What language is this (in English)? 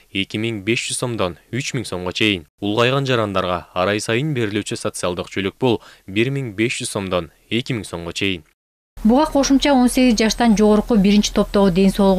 Kyrgyz